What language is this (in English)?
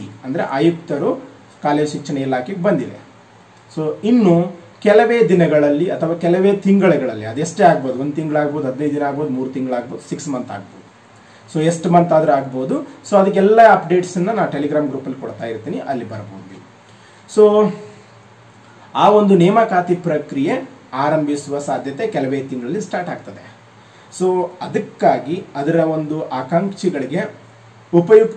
Kannada